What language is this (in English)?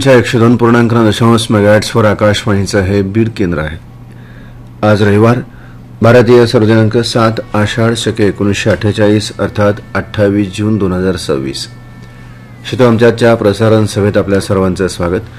Marathi